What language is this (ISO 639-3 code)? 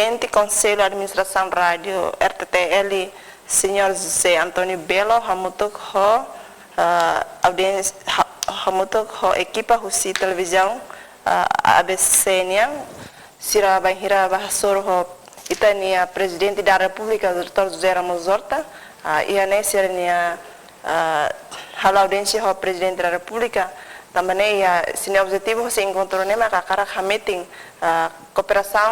tet